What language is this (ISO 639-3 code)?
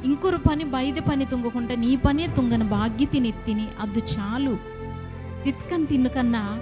kff